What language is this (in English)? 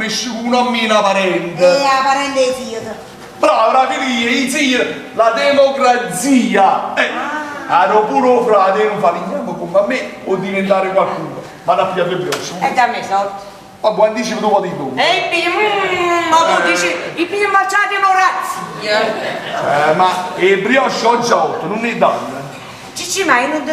Neapolitan